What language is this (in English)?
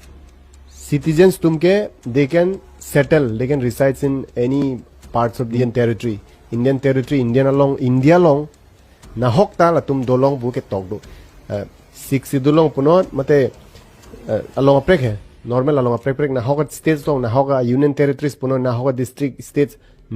Karbi